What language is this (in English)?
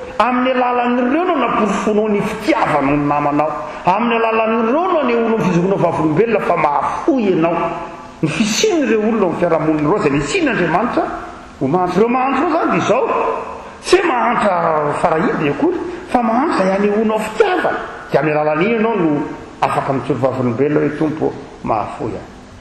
Malagasy